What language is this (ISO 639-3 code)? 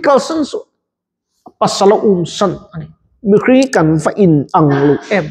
lus